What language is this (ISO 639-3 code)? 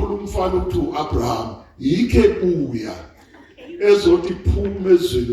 zul